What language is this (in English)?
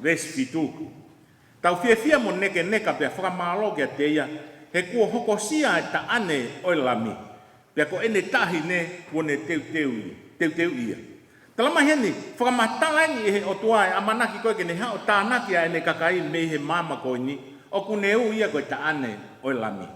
Tongan